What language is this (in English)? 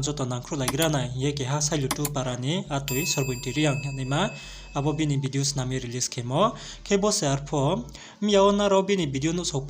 Riang (India)